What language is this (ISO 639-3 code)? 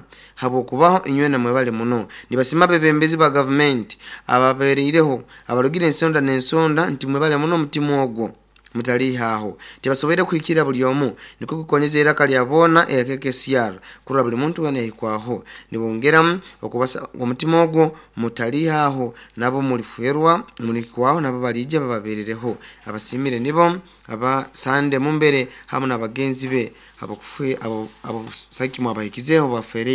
nyo